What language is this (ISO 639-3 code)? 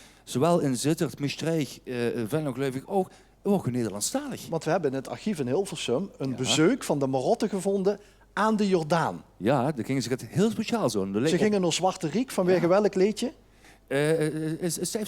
lim